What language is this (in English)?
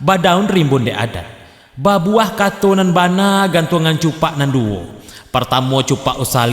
Minangkabau